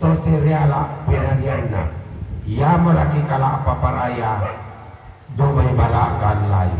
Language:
Toraja-Sa'dan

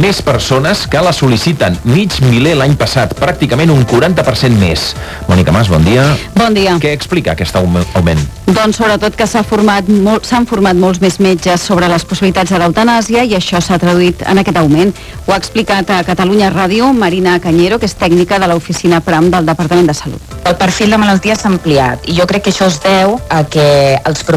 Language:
Catalan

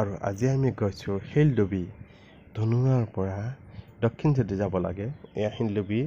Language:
Assamese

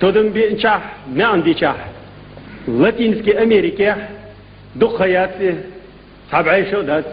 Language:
Chechen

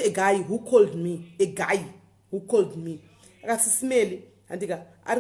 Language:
Shona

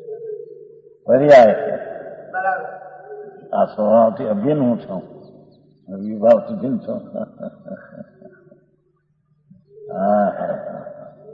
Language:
Gujarati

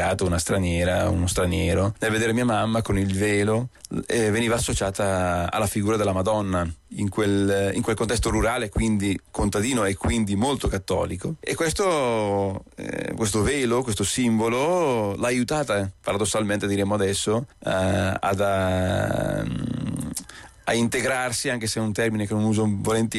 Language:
Italian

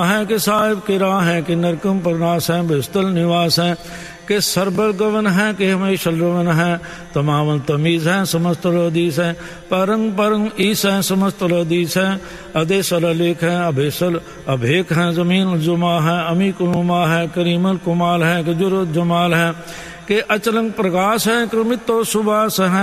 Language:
Punjabi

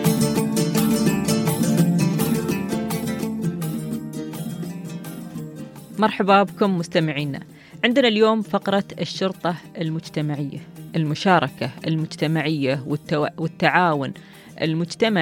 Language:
Gulf Arabic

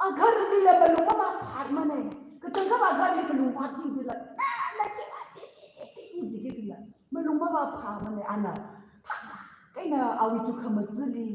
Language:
Tangkhul Naga (India)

